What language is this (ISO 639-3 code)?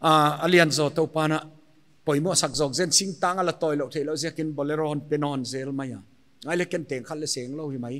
pck